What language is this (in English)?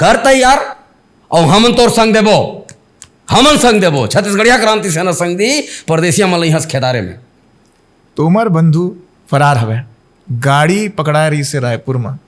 Chhattisgarhi